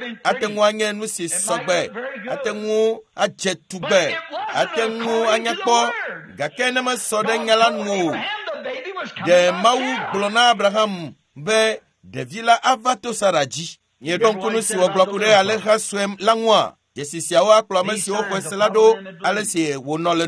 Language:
Ewe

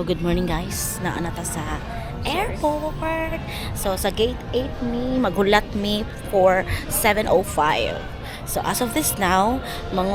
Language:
Cebuano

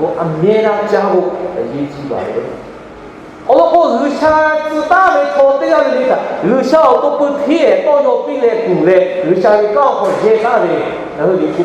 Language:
Lahu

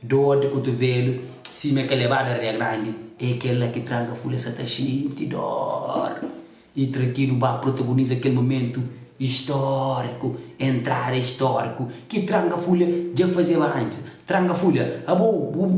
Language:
Kabuverdianu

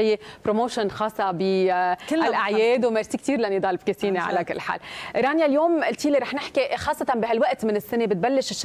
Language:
North Levantine Arabic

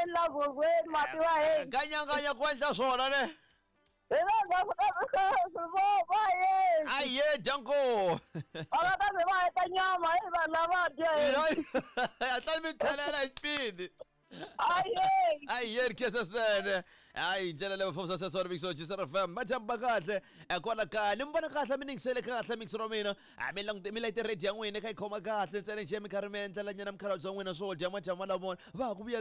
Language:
Tsonga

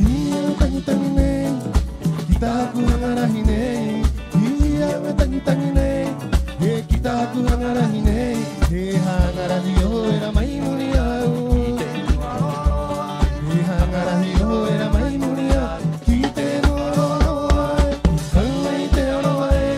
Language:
Rapanui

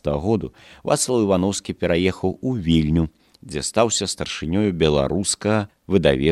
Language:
Belarusian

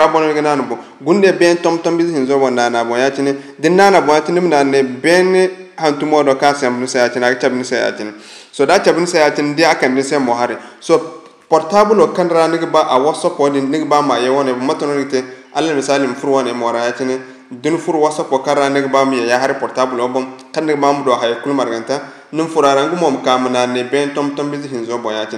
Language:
Zarma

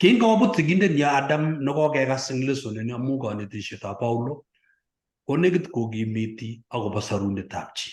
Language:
Kalenjin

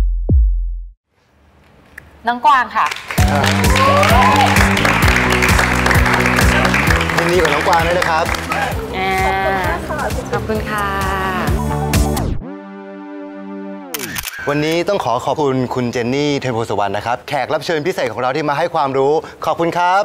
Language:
Thai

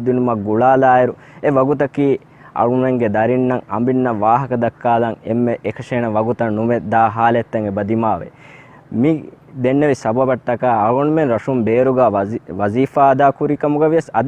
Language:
Divehi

